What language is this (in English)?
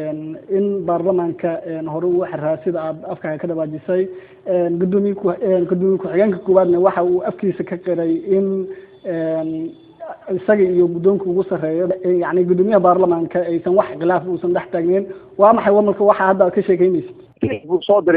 Somali